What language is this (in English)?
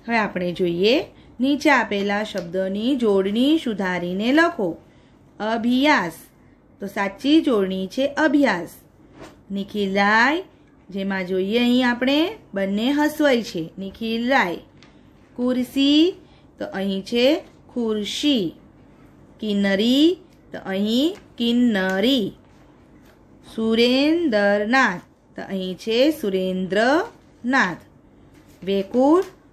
Gujarati